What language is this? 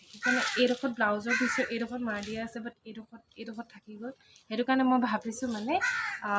Assamese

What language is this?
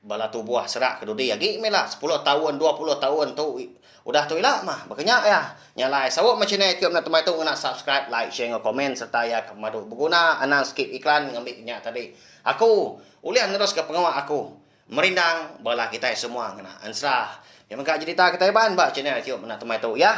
Iban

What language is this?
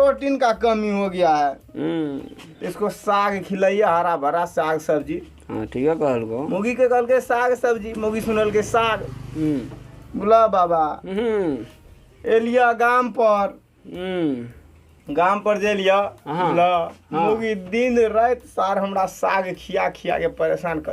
Maithili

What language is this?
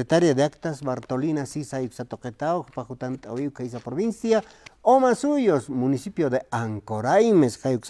Aymara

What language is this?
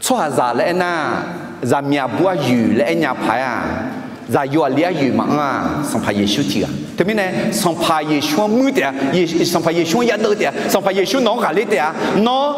Akha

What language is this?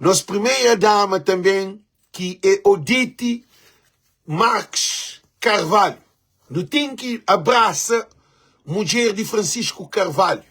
Kabuverdianu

